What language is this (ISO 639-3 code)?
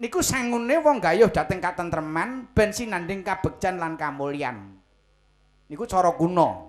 jav